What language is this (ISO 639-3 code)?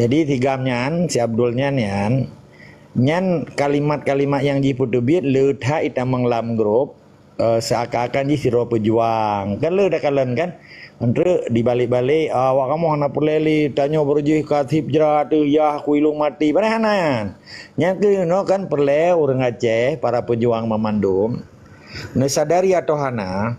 ace